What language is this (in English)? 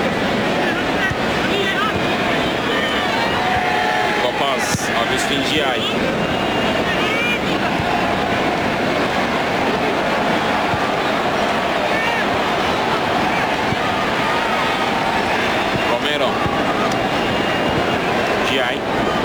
Turkish